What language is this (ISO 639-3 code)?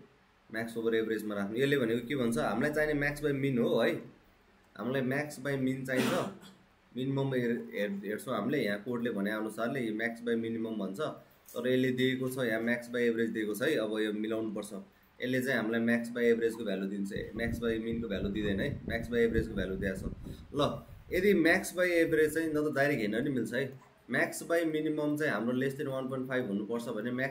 nep